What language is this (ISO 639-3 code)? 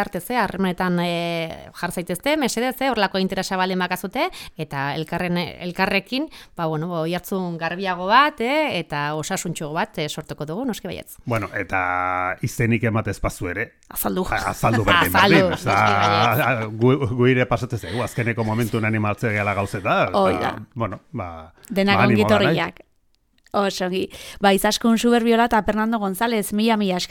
eus